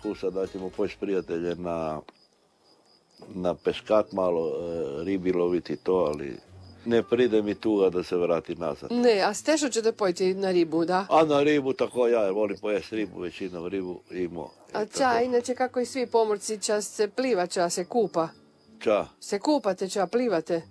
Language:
Croatian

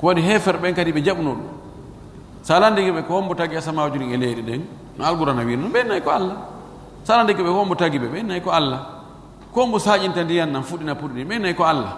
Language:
Fula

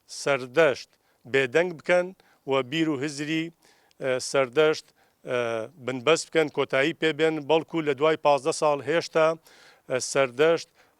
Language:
Central Kurdish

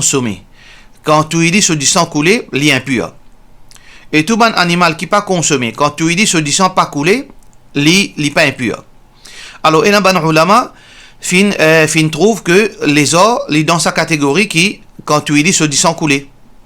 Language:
Morisyen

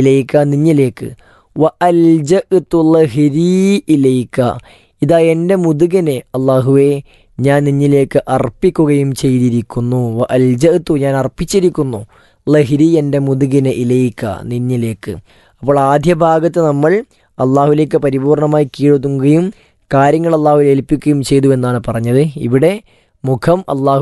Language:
Malayalam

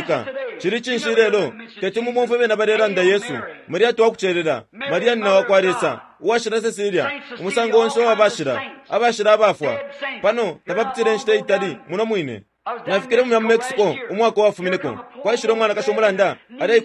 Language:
Bemba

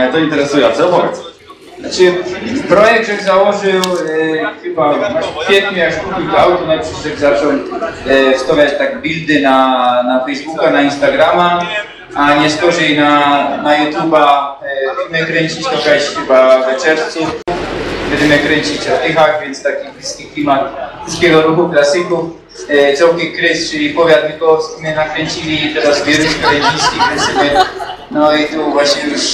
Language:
Silesian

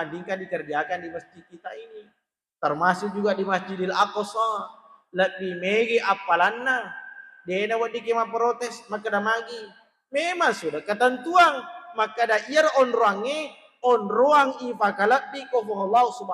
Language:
Buginese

